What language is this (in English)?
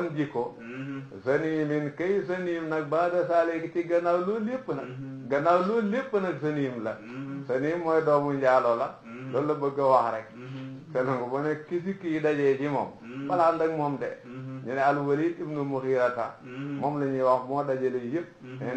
Wolof